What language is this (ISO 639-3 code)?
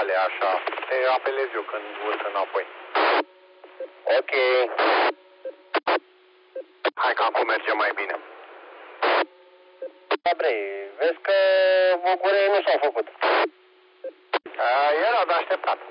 ron